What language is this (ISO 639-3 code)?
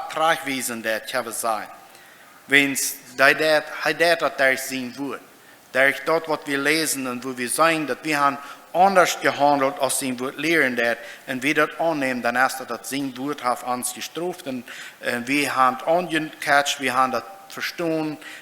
pdt